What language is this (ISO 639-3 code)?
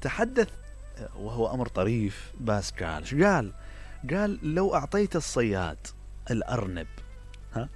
acm